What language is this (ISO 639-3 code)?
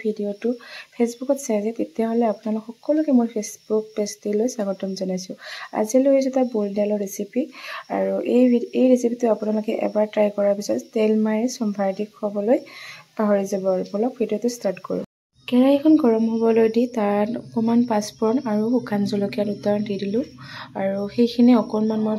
asm